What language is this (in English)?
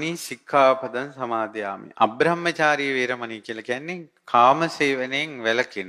Sinhala